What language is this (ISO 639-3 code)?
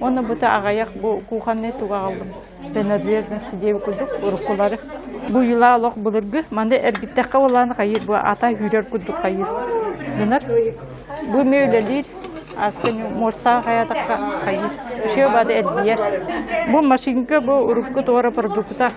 sah